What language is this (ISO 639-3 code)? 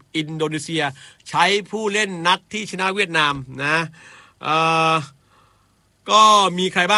tha